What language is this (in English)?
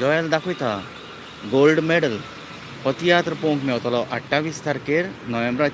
Konkani